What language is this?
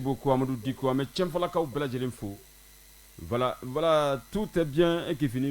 Bambara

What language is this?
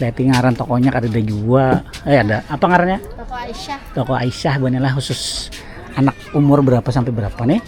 Banjar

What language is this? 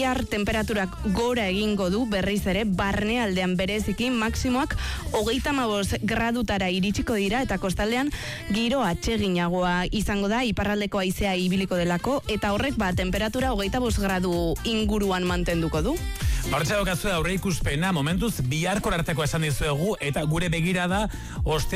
Basque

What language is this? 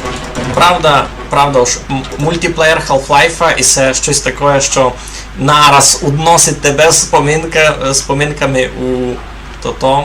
Rusyn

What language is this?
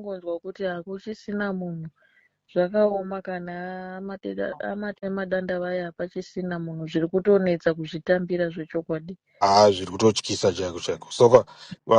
Shona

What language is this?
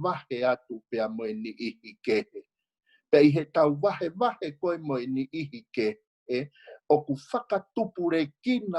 Tongan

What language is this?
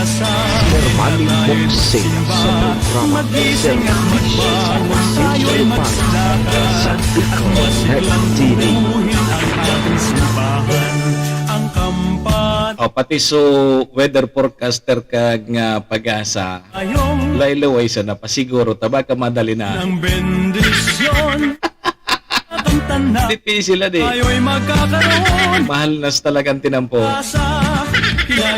Bikol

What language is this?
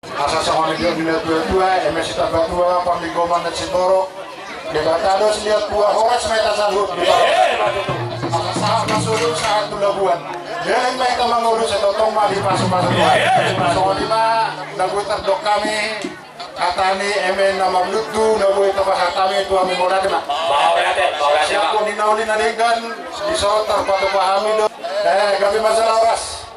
Batak Toba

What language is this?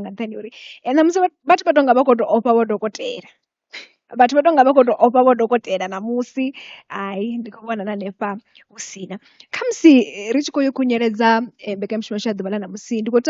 Venda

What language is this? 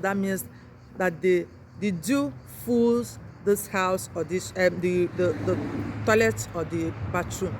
Igbo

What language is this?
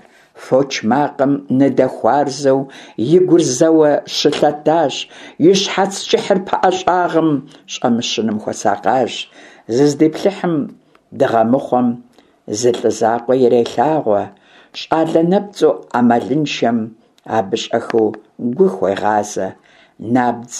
Kabardian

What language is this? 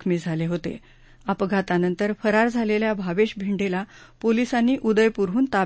Marathi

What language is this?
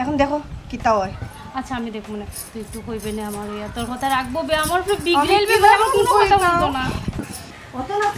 Sylheti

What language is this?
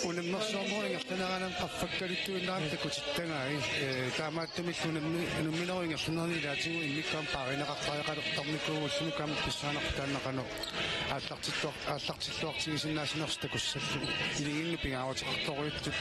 Kalaallisut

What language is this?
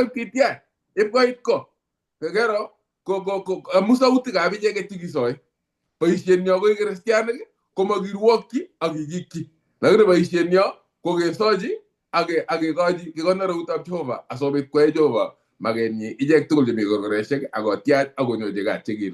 Kalenjin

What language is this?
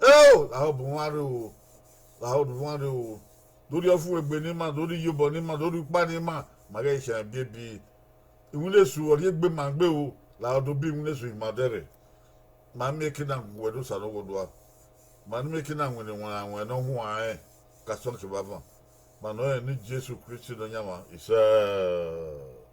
Bini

